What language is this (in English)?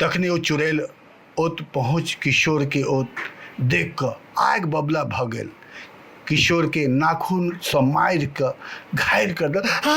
Maithili